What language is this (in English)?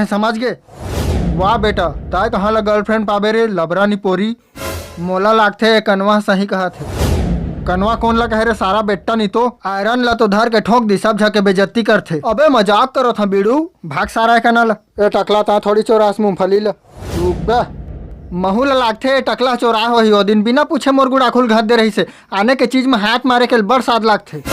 Chhattisgarhi